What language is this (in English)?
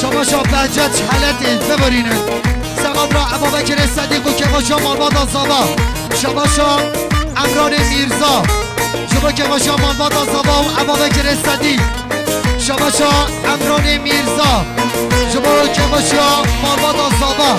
Kurdish